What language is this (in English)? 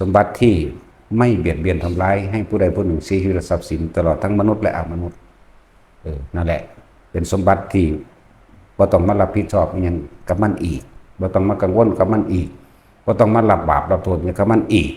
Northeastern Thai